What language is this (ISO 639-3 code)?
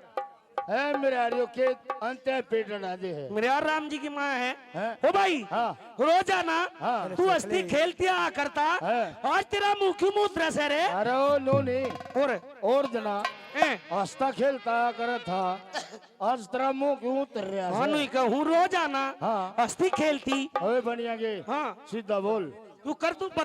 bgc